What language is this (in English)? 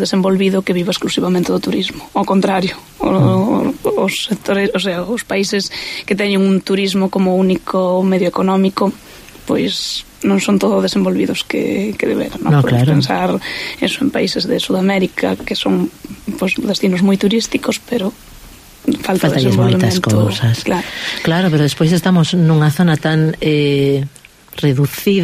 Galician